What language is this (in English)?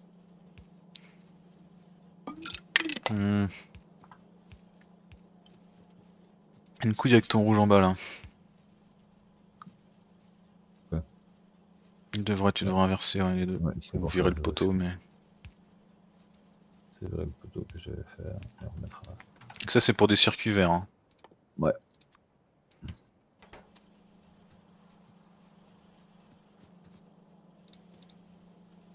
French